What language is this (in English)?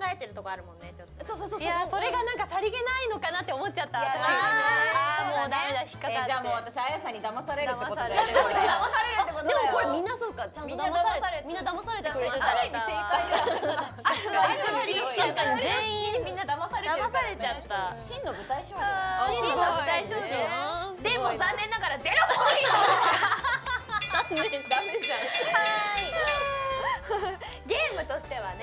Japanese